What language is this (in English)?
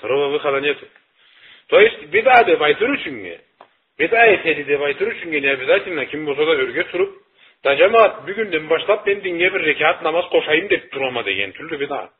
Karachay-Balkar